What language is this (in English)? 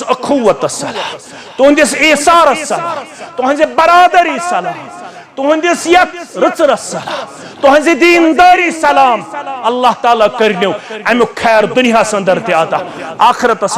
Kashmiri